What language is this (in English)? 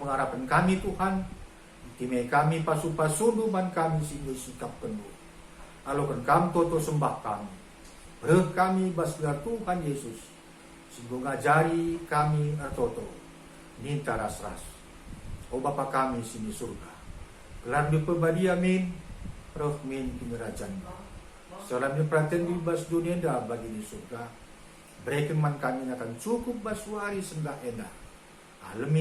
Batak Karo